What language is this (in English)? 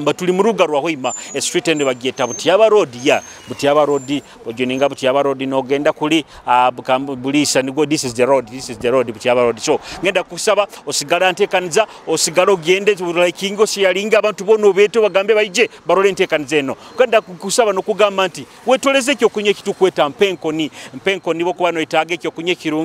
Nyoro